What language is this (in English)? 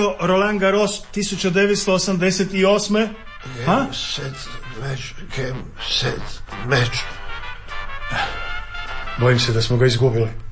Croatian